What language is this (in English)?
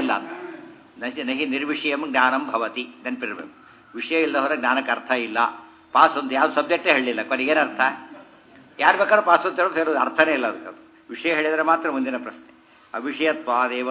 Kannada